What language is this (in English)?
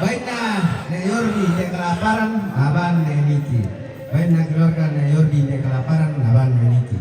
Toraja-Sa'dan